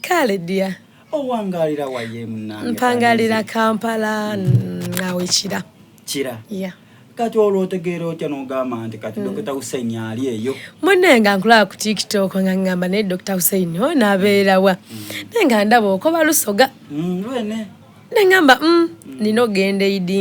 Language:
Soga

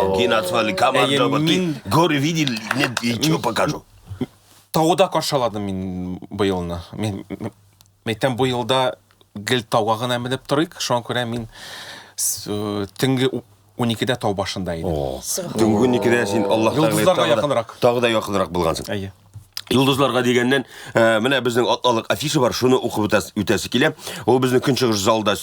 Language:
Tatar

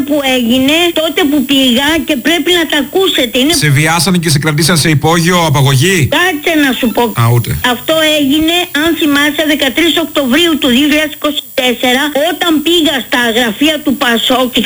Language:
Greek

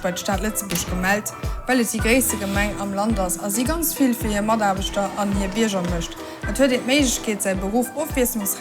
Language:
Luxembourgish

